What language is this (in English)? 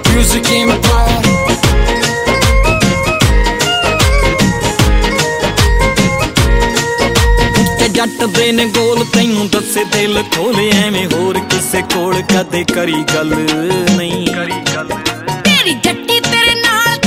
Punjabi